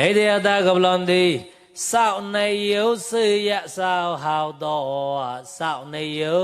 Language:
Mon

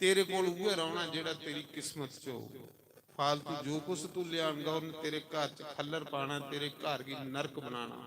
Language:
Dogri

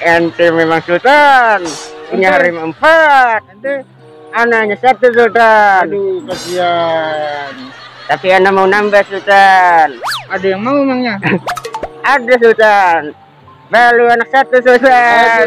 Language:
Banjar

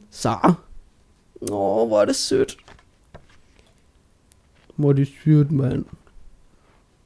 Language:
Danish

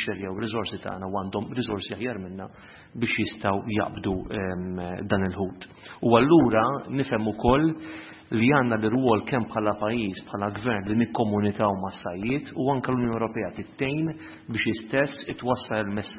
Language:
Maltese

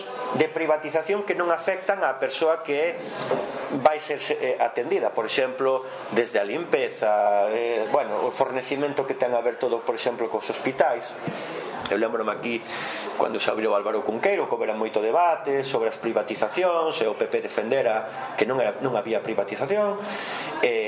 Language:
Galician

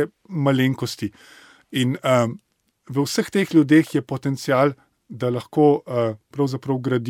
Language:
Slovenian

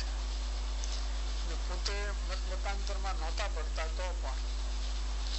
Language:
Gujarati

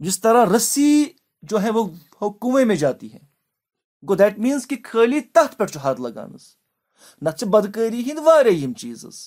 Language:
Kashmiri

